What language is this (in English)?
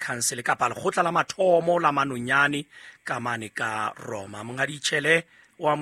Southern Sotho